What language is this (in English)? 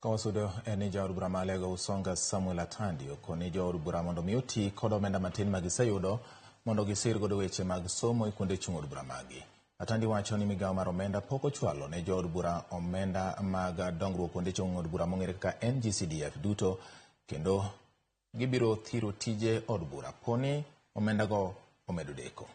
Luo (Kenya and Tanzania)